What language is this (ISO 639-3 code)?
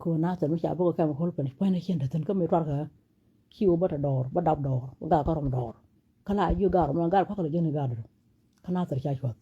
nus